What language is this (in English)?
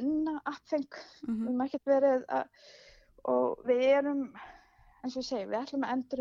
Icelandic